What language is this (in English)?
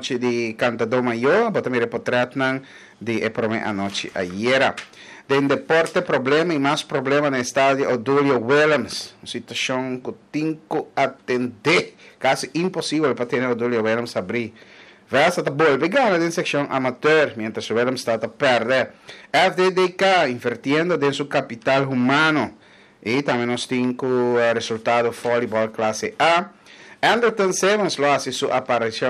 Papiamento